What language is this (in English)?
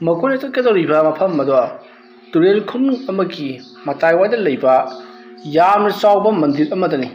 Manipuri